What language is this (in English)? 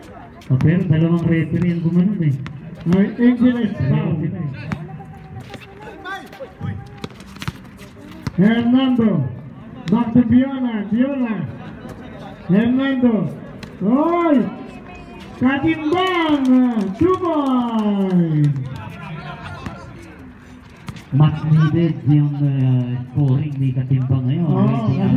Filipino